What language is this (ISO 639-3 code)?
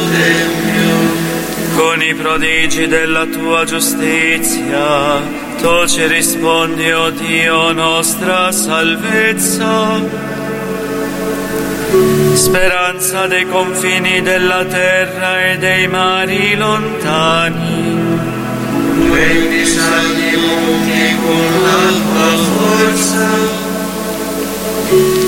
ita